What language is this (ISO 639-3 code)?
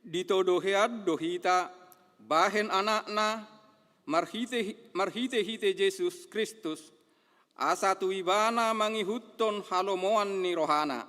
bbc